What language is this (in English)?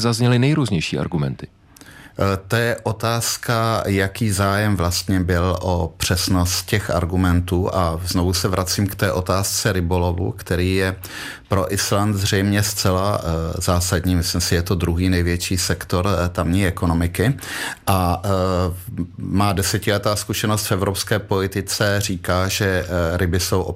Czech